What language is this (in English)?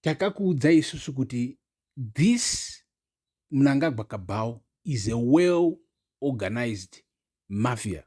Shona